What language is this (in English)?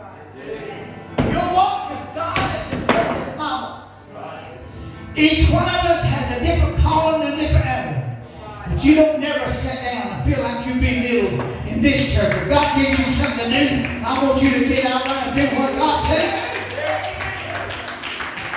English